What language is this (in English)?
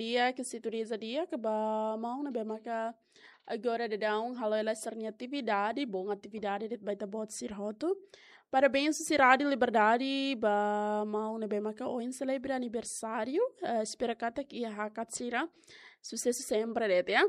Tetum